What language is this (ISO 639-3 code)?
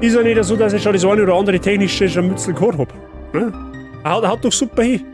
bar